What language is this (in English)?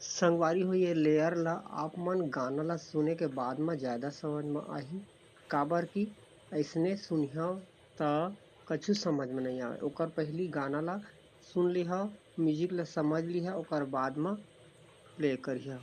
Chhattisgarhi